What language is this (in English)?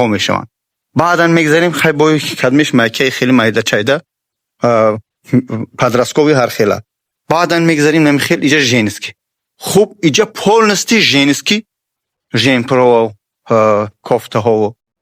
Tajik